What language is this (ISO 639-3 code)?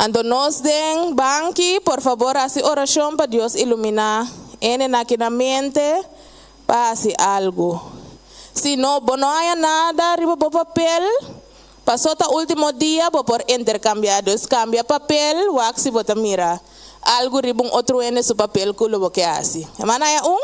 pap